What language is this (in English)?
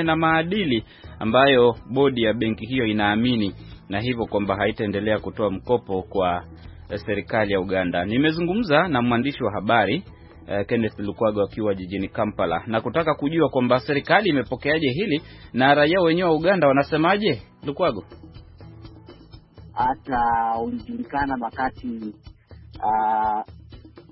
Swahili